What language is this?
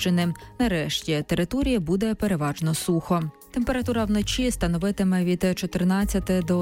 Ukrainian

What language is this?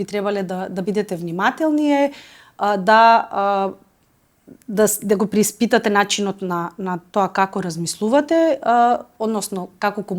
Macedonian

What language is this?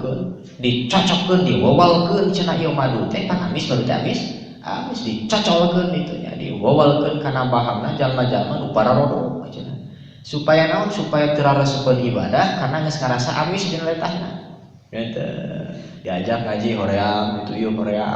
Sundanese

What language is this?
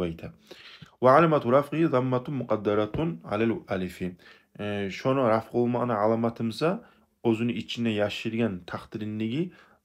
Kumyk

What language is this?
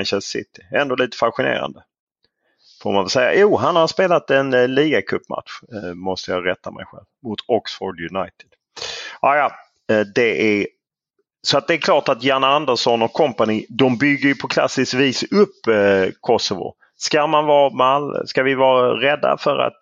Swedish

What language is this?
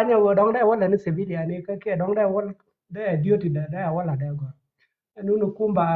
Nuer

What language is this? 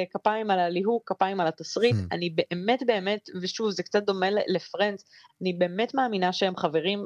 Hebrew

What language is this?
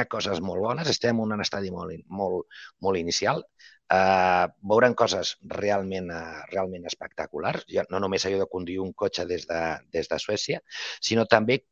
Catalan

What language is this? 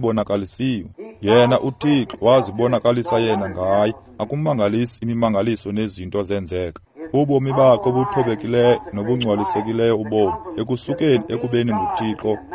Xhosa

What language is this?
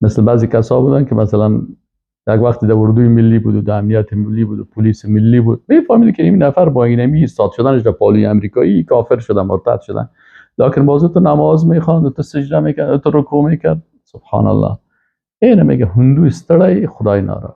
Persian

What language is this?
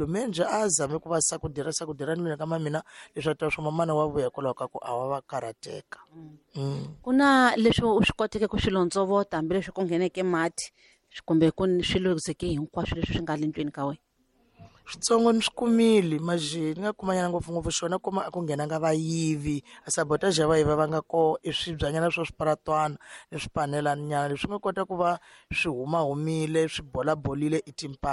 Tsonga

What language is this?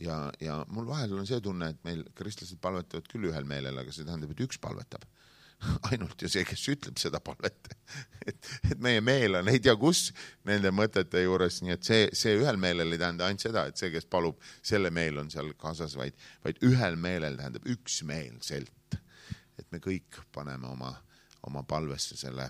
Estonian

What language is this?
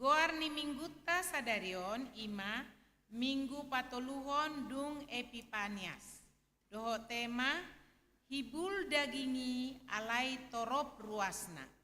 Batak Toba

